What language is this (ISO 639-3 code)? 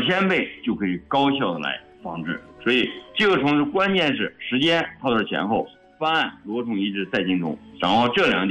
zho